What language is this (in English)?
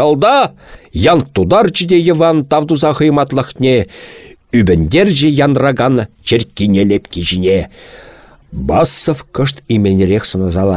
Chuvash